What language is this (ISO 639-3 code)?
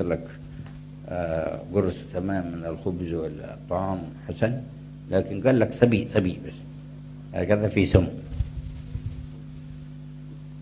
ara